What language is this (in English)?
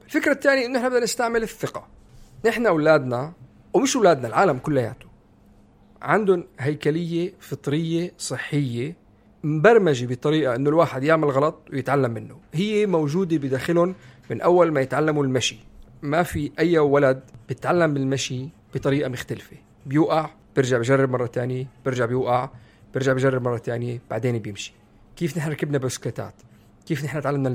North Levantine Arabic